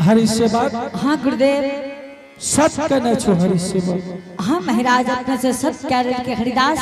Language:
Angika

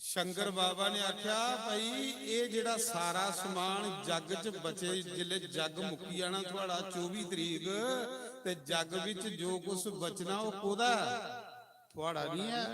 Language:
Dogri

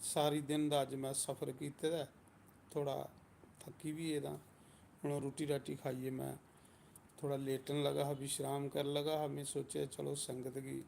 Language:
Dogri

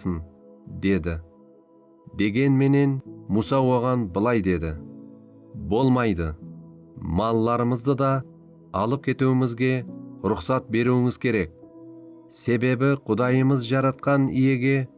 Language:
Kara-Kalpak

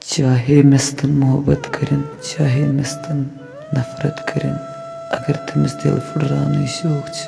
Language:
Kashmiri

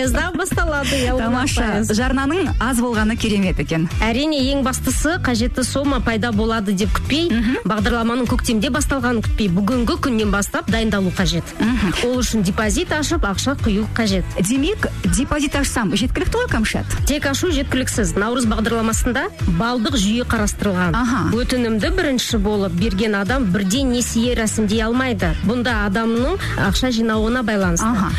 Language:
Kazakh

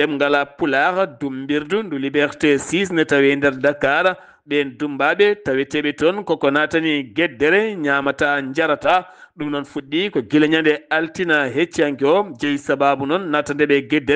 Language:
Fula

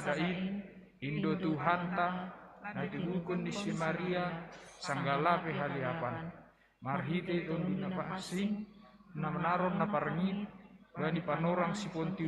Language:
Batak Simalungun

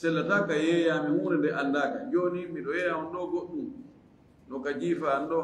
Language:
Fula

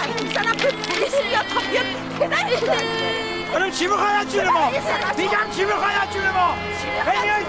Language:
Persian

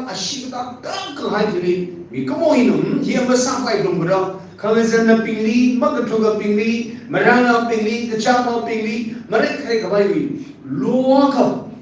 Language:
Tangkhul Naga (India)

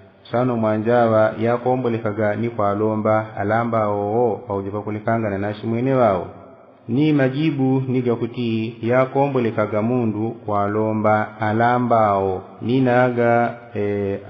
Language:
Yao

